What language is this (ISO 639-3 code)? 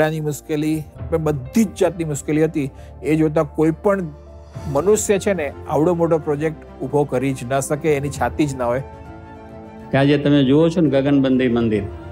guj